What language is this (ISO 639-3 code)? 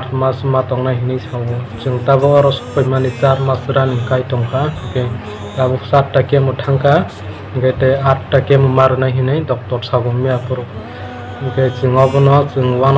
trp